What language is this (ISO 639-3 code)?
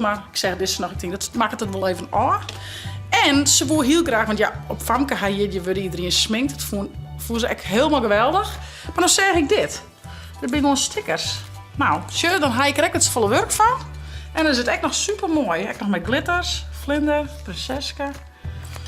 fry